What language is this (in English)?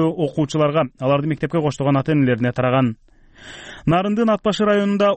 Kyrgyz